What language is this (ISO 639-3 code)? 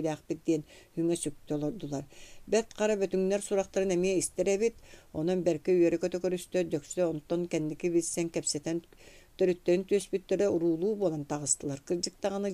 sah